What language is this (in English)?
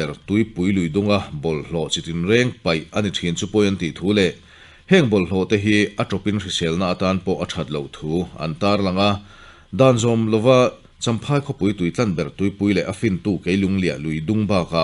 Mizo